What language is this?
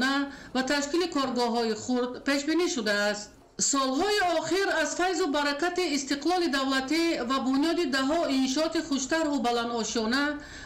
Tajik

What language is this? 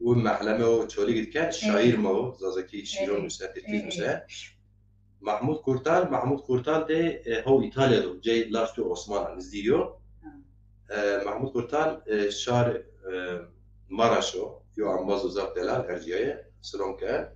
Zaza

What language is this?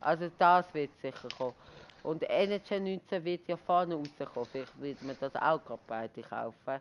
Swiss German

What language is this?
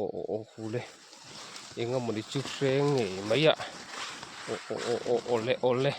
Mizo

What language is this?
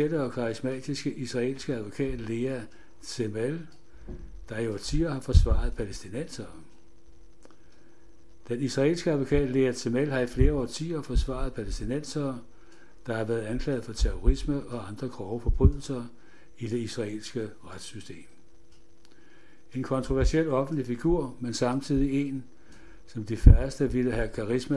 Danish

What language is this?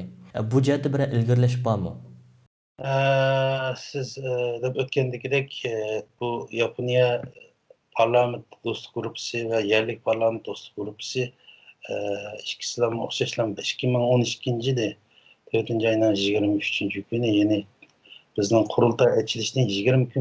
Uyghur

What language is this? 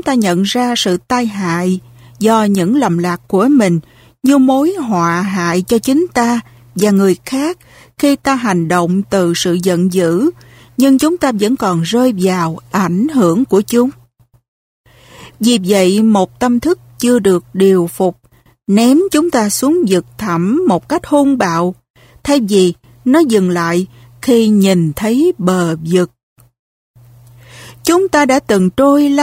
Vietnamese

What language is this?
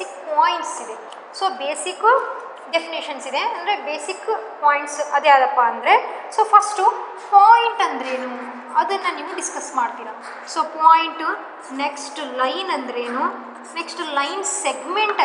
Kannada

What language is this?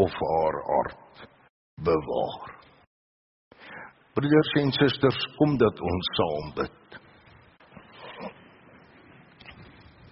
Afrikaans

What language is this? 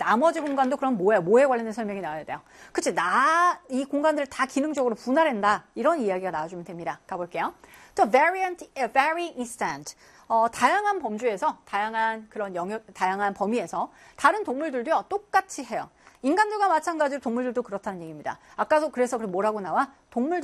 Korean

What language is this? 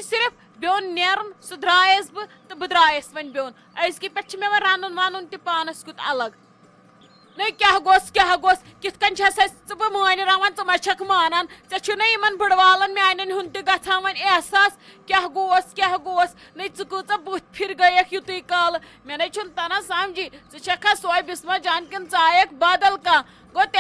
Kashmiri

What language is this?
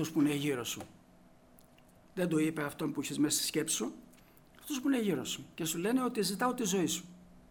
Greek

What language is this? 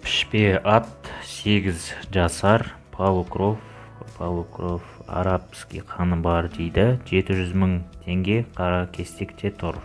Kazakh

